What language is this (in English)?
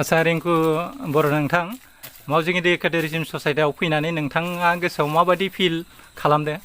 Bodo